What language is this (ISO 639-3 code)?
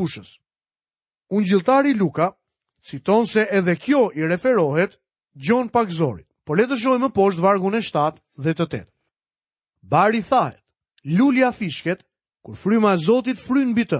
sqi